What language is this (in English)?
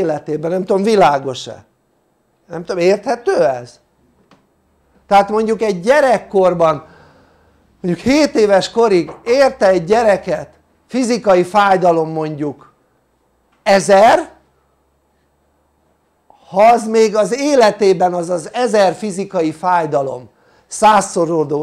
Hungarian